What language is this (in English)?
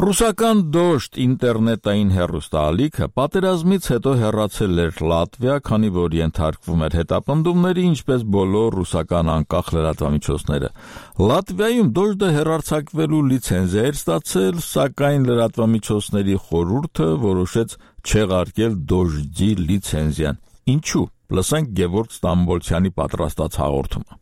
Armenian